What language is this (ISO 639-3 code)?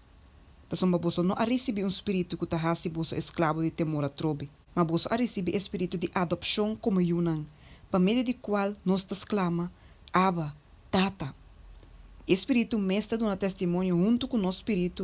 pap